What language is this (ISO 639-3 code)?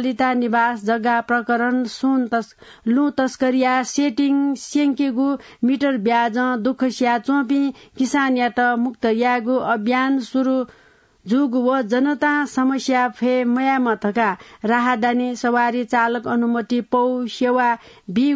new